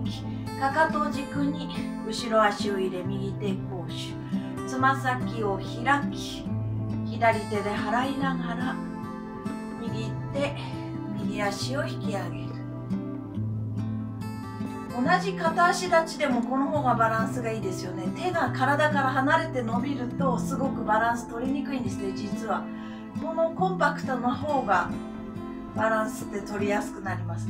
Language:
Japanese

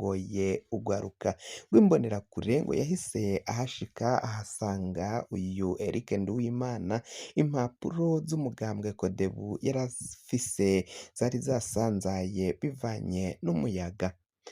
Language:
Rundi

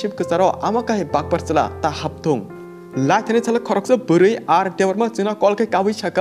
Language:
Kok Borok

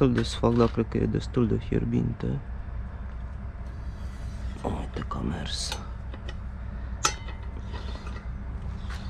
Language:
Romanian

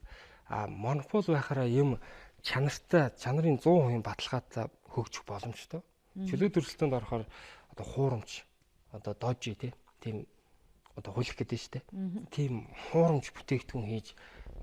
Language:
Mongolian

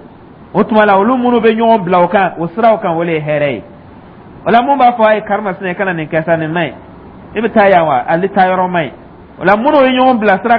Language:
Dyula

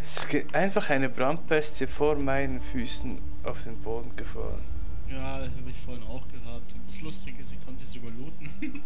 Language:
Swiss German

